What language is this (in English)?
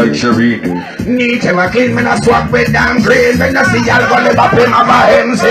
Jamaican Creole English